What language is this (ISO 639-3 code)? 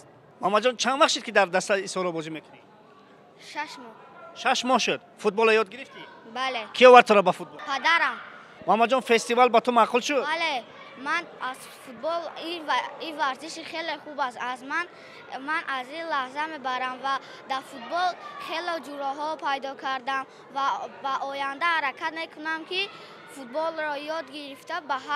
tgk